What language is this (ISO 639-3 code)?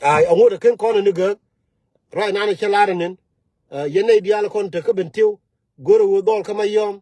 nus